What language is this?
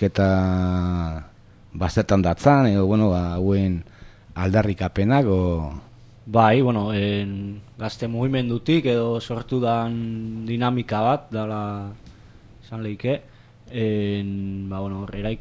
Basque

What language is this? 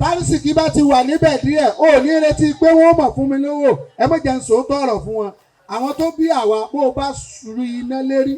Yoruba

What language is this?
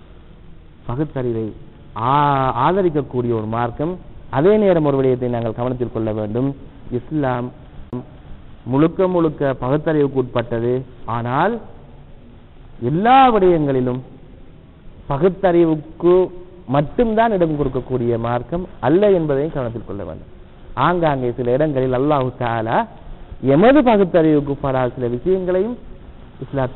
Tamil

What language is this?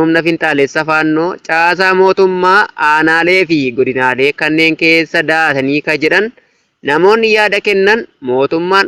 Oromo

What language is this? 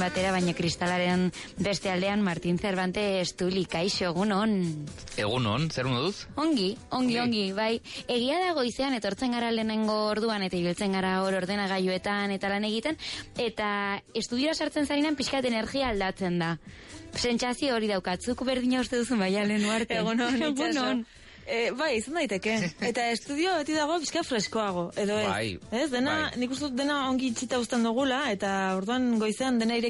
Basque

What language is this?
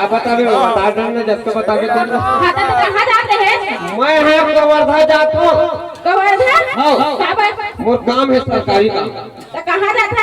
Chhattisgarhi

